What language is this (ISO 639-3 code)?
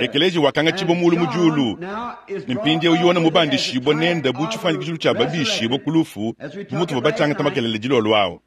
lua